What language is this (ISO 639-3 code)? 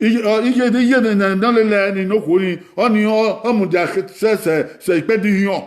bin